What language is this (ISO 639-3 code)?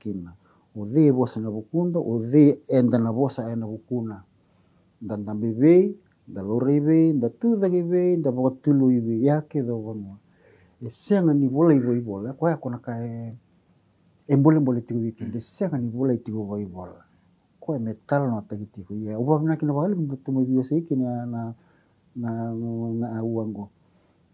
fij